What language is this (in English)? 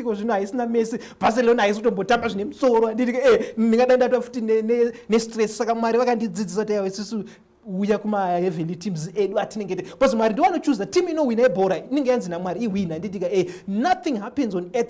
Shona